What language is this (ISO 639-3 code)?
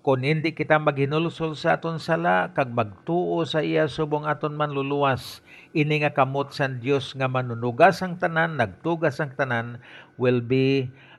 hil